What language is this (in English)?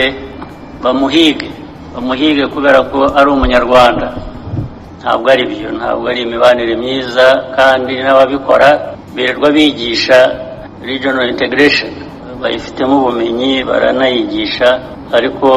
Kinyarwanda